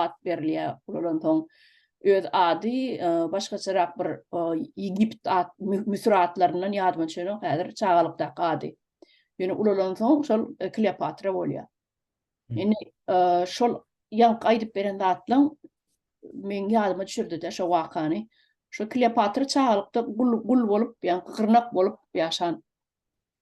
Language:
Turkmen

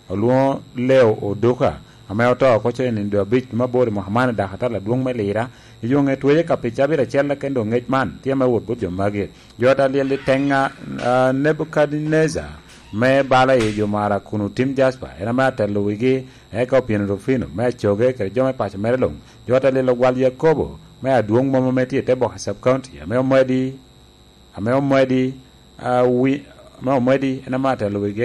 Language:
Lango (Uganda)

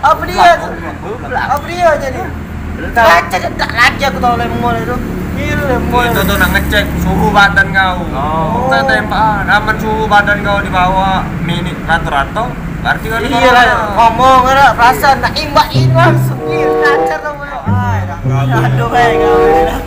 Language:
Musi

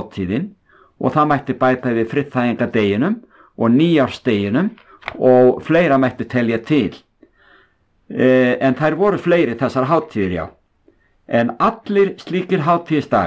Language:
Icelandic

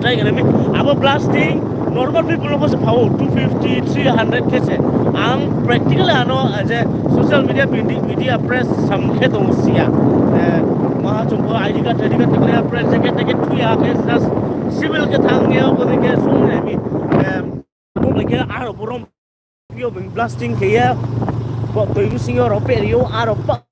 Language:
Riang (India)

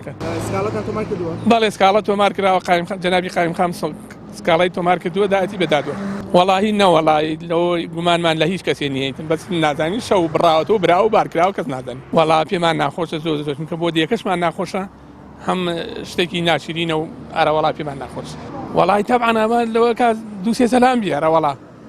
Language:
Central Kurdish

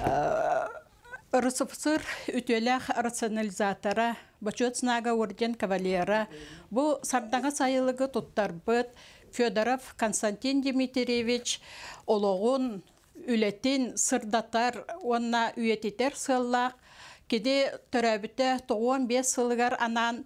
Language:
Yakut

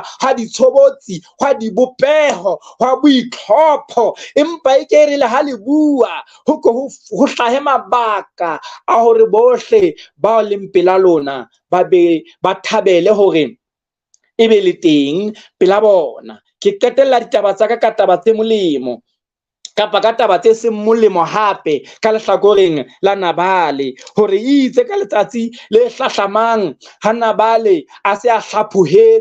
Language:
Southern Sotho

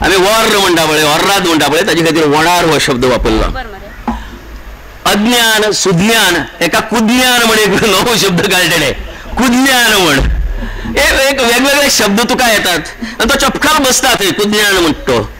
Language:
Konkani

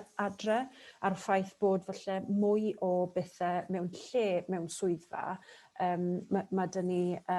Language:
Welsh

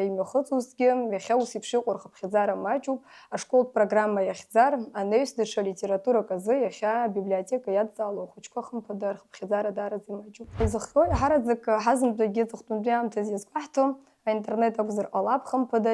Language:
Abkhazian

